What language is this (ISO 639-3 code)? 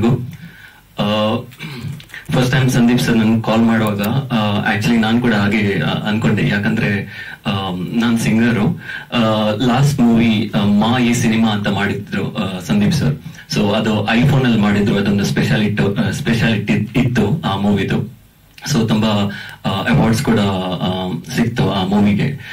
kan